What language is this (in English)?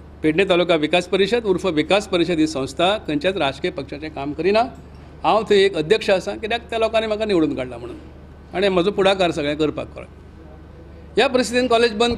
Konkani